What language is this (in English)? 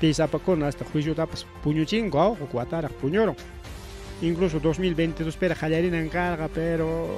Ayacucho Quechua